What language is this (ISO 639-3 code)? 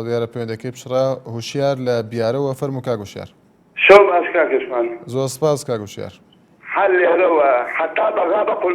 ckb